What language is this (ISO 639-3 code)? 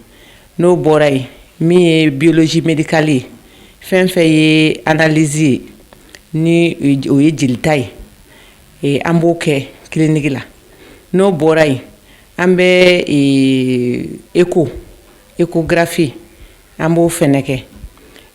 bam